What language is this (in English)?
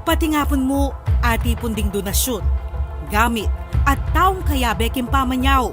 Pampanga